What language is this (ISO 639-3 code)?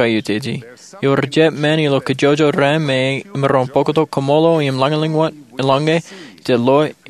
mah